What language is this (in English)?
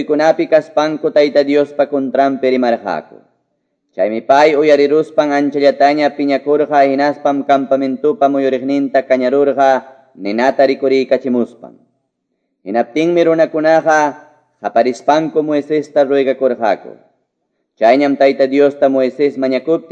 Quechua